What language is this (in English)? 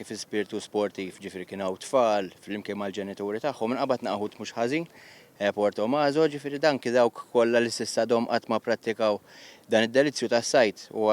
Maltese